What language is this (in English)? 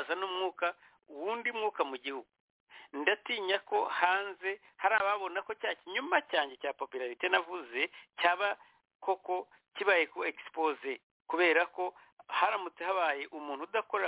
Kinyarwanda